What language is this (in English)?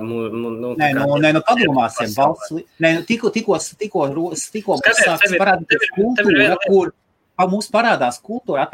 Latvian